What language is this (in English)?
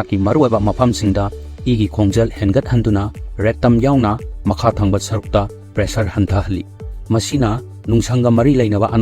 Manipuri